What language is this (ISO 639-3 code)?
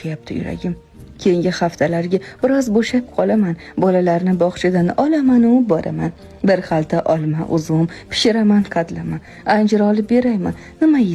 uzb